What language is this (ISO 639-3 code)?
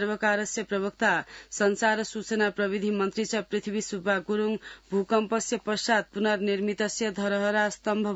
san